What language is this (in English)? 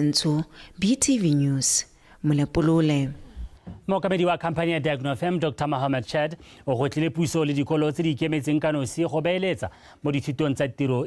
Tswana